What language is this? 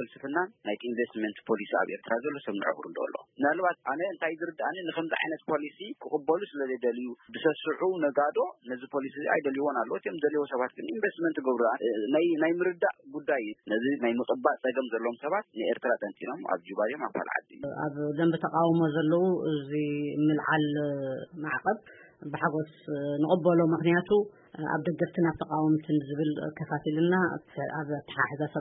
Tigrinya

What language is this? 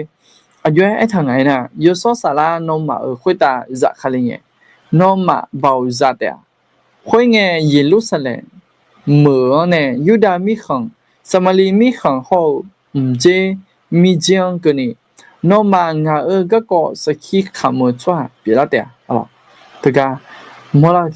Akha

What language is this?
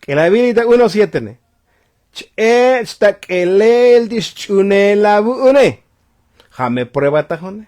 Tzotzil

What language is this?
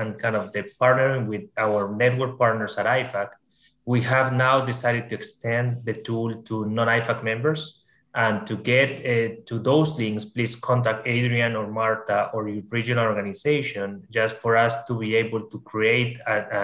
English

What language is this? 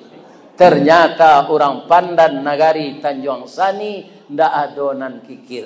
Minangkabau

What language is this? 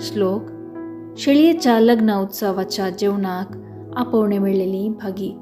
Konkani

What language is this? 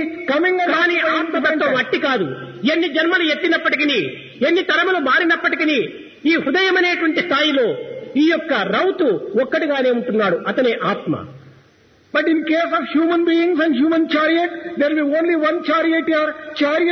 Telugu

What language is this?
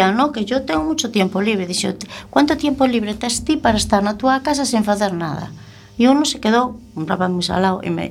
Galician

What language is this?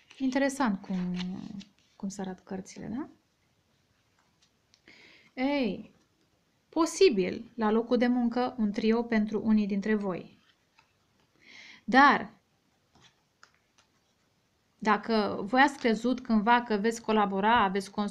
Romanian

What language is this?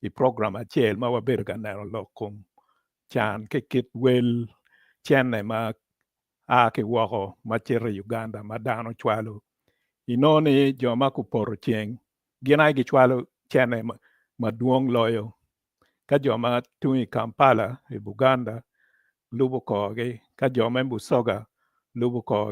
Acoli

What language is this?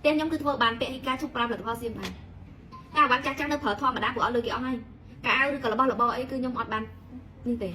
Khmer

